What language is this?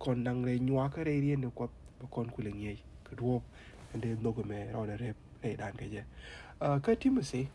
Nuer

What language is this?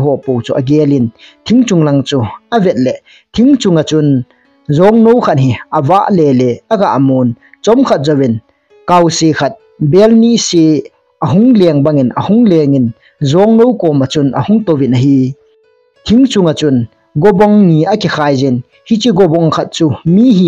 Thado Chin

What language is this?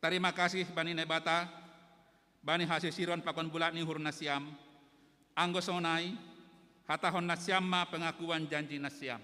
Batak Simalungun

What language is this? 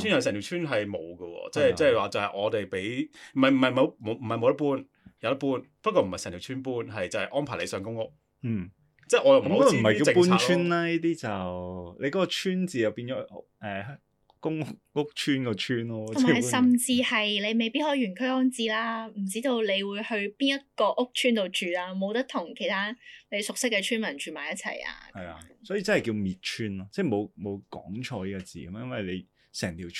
Cantonese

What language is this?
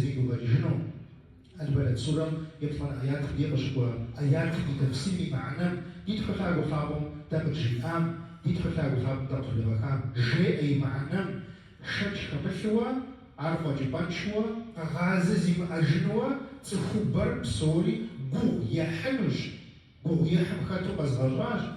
Kabardian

